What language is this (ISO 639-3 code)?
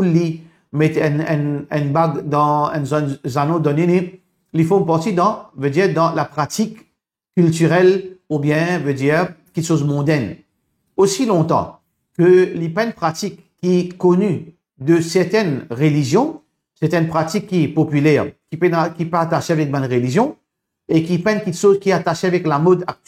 mfe